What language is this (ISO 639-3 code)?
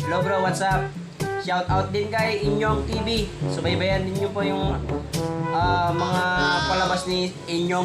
ilo